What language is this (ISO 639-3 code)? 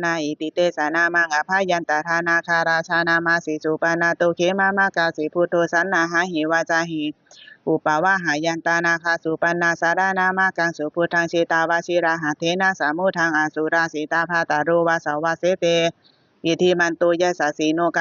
pli